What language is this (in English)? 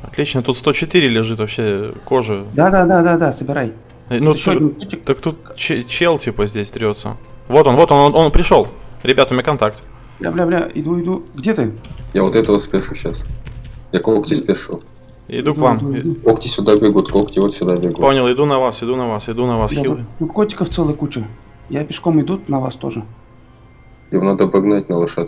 Russian